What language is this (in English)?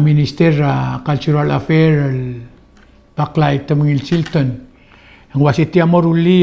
Palauan